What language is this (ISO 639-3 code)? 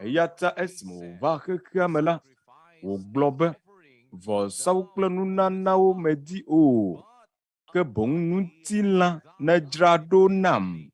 ewe